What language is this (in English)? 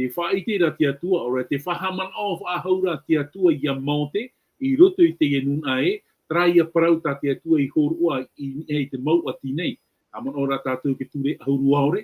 Tahitian